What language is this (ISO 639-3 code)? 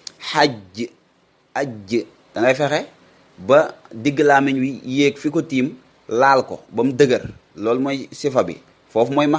wol